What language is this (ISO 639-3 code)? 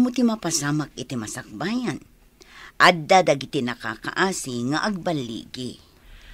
ilo